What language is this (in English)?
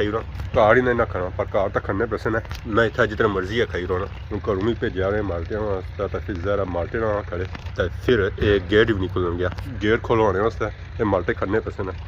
Pahari-Potwari